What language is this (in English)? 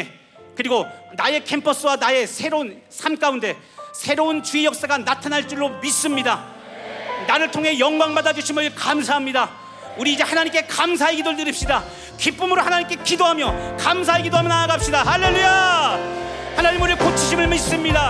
Korean